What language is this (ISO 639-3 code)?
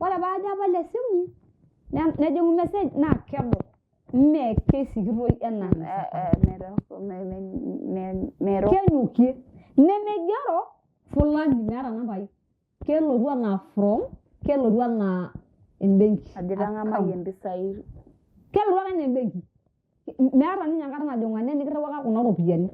mas